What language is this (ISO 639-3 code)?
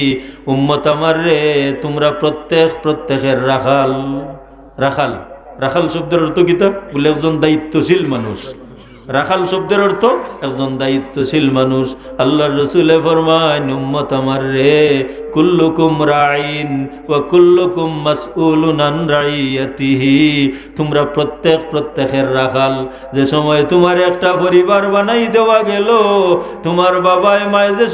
syl